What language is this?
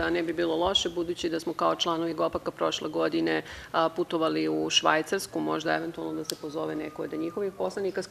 Serbian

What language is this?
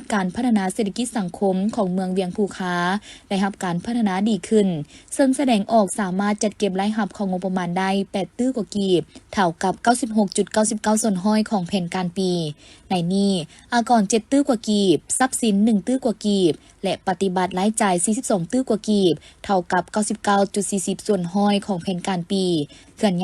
Lao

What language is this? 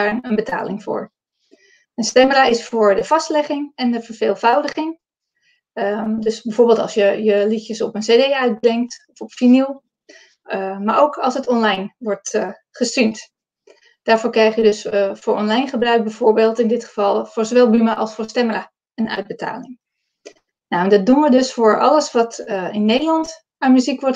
Dutch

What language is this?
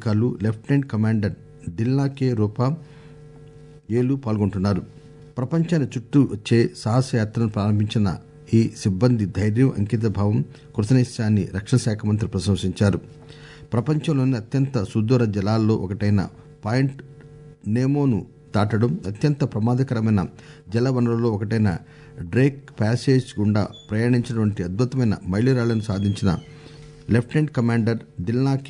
Telugu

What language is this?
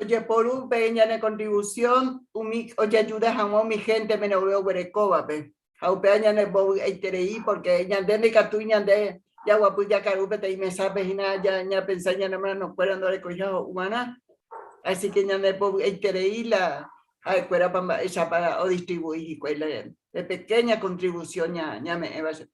Guarani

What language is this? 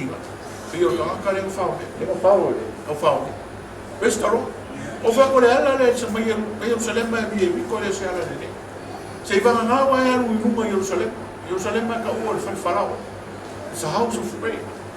Samoan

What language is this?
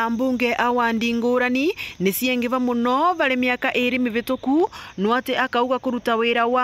Meru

